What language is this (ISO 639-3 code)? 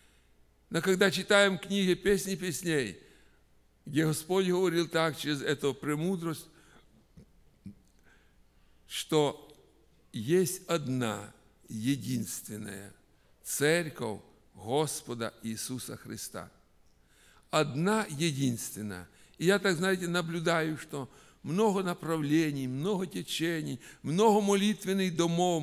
rus